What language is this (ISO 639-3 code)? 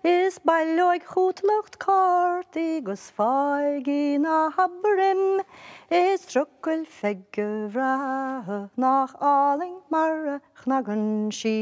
gle